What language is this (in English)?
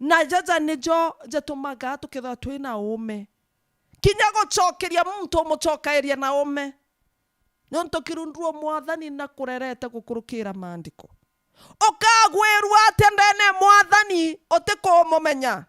Meru